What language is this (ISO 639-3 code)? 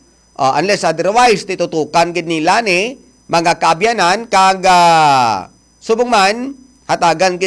hil